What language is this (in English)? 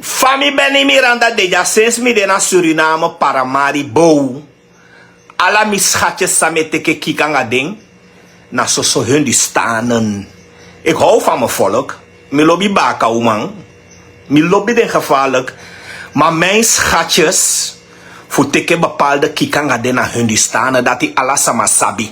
Sranan Tongo